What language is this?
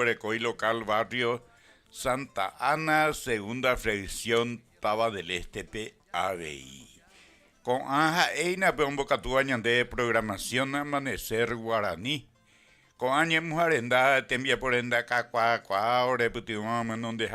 Guarani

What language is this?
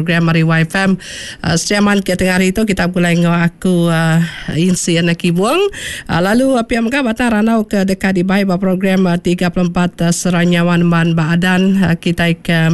Iban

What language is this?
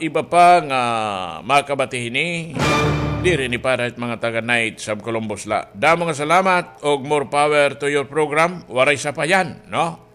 Waray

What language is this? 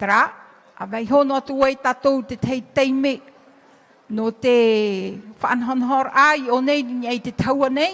Tahitian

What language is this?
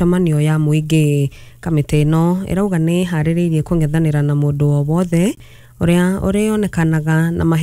Kikuyu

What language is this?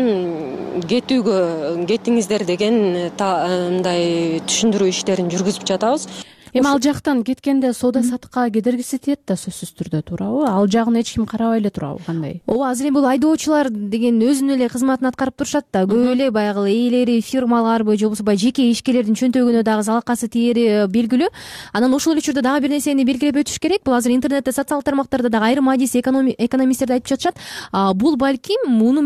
Kyrgyz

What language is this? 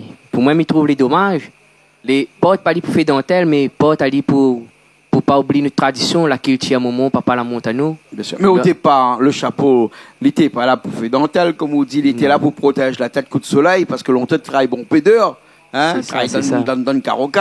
Réunion Creole French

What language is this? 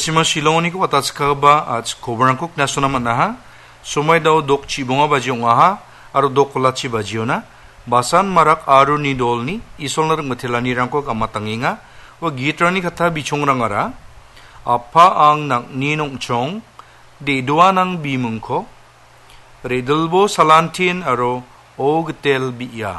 Garo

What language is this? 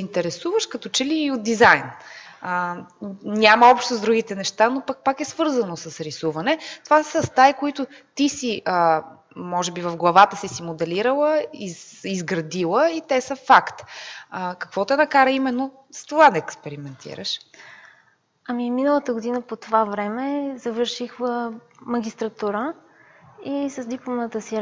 Bulgarian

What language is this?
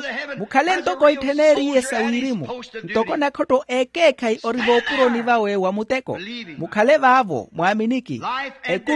Makhuwa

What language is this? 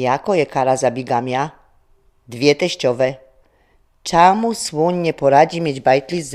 Silesian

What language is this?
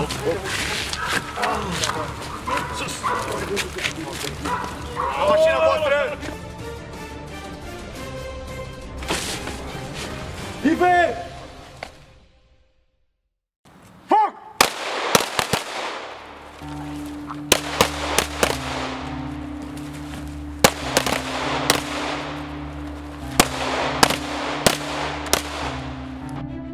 Romanian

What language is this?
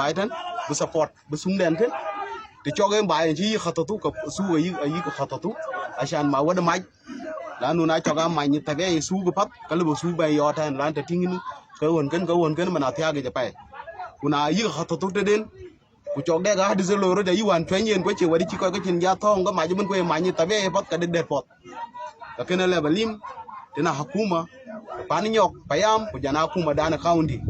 Dinka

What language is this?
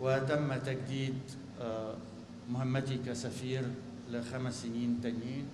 North Levantine Arabic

